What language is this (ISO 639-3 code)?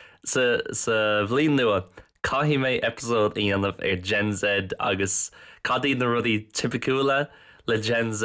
gle